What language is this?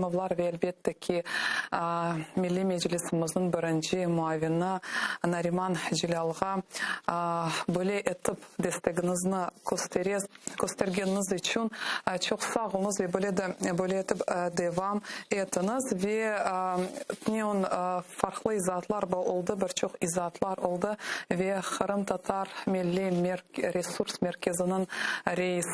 Crimean Tatar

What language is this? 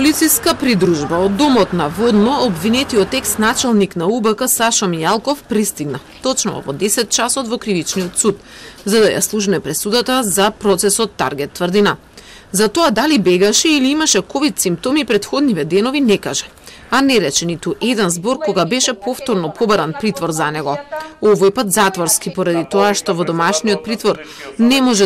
Macedonian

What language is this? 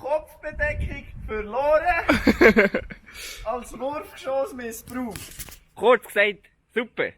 Swiss German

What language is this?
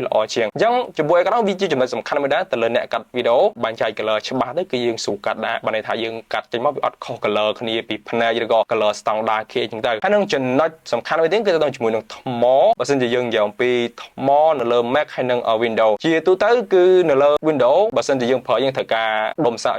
Khmer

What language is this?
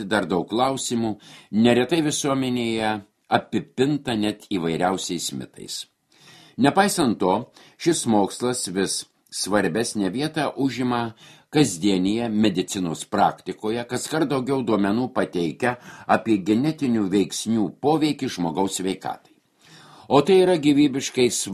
Lithuanian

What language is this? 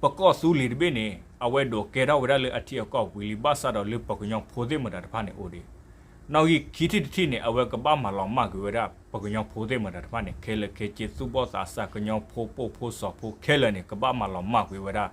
S'gaw Karen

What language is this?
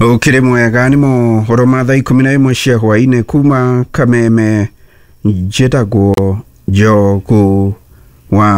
Kikuyu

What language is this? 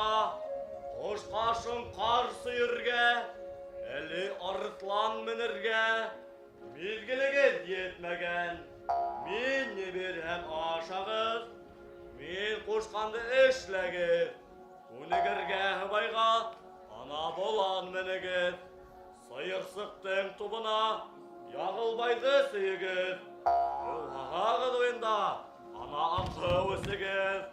Bashkir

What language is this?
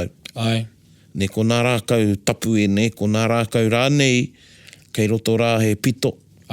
Māori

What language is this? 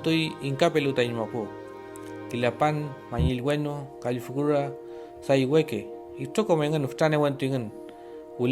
Mapuche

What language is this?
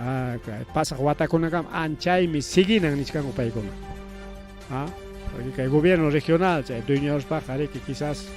Ayacucho Quechua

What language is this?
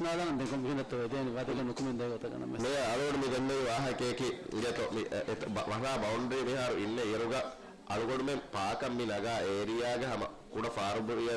Divehi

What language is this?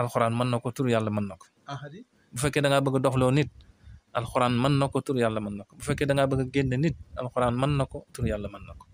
Wolof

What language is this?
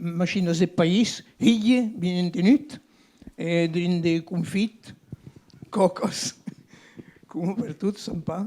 Occitan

